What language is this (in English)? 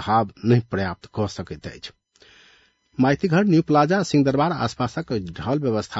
Maithili